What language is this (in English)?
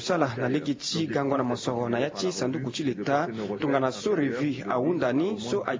Sango